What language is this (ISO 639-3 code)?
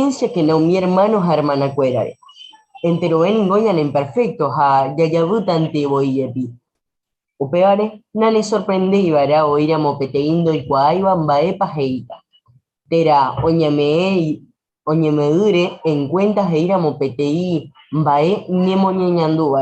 grn